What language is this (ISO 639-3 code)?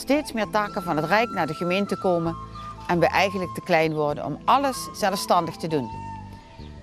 nld